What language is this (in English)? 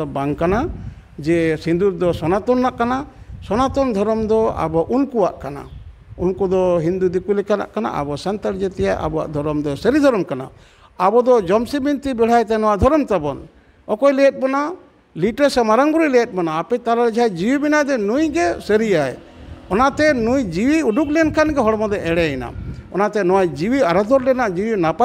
Santali